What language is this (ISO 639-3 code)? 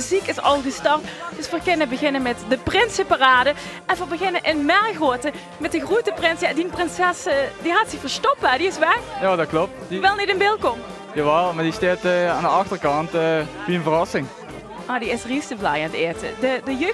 lim